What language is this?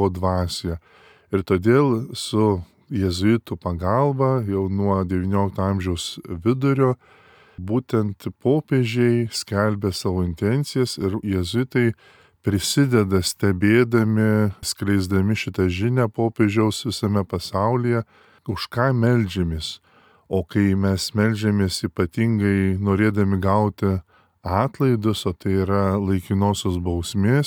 Lithuanian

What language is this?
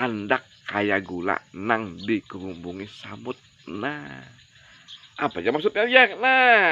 Banjar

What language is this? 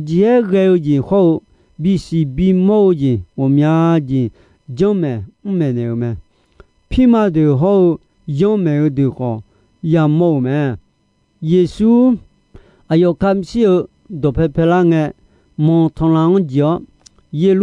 Akha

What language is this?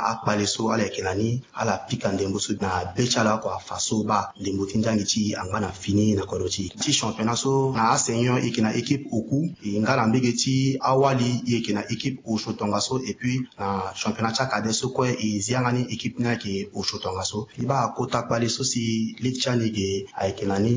Sango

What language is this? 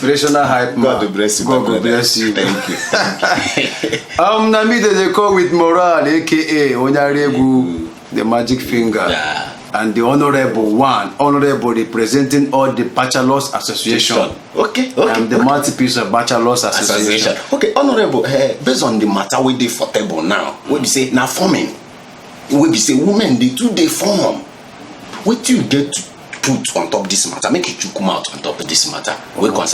Nigerian Pidgin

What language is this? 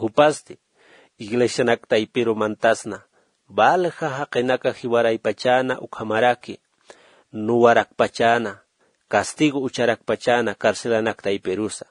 Aymara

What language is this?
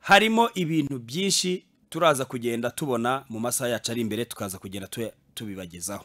Kinyarwanda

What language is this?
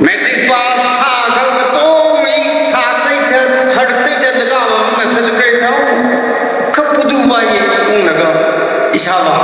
Tangkhul Naga (India)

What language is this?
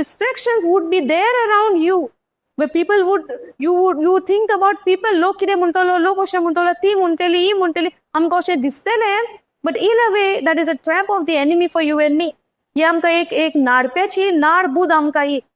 Konkani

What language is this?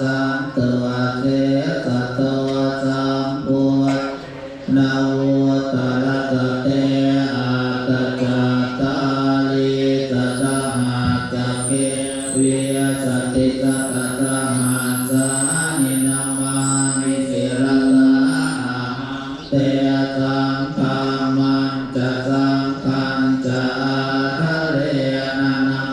Pali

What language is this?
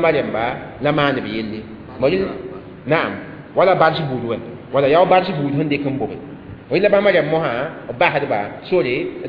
Mossi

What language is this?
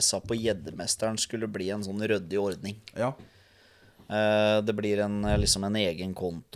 Norwegian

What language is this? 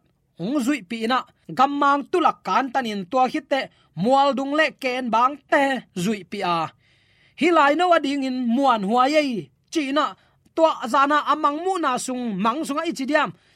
Tedim Chin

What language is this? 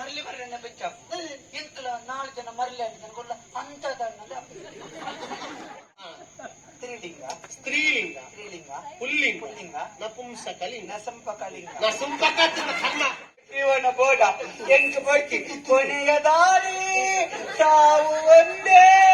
Tulu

